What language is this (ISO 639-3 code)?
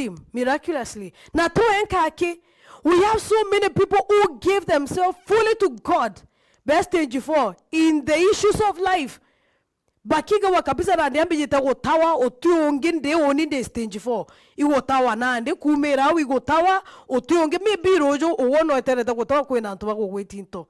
mer